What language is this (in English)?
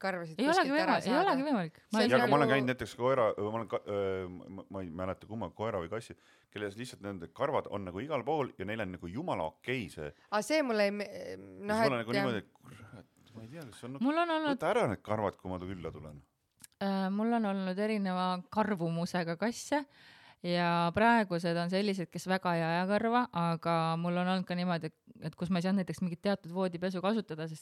Estonian